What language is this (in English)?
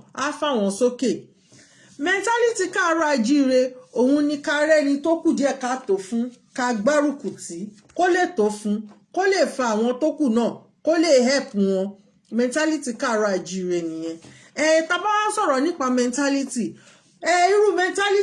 Yoruba